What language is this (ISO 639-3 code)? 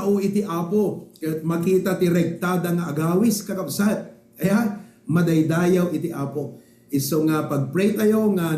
ilo